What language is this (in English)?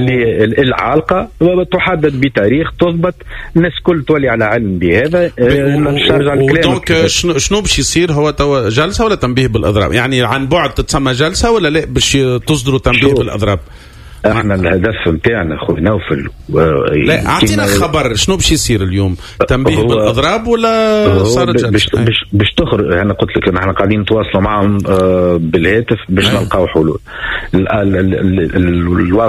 Tunisian Arabic